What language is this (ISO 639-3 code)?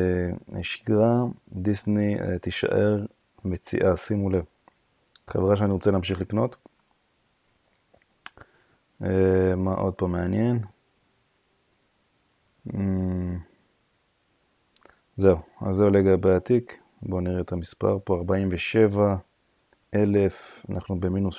heb